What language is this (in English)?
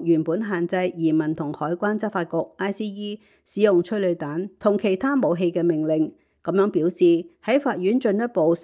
Cantonese